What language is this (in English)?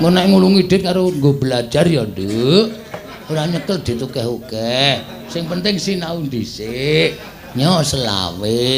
Javanese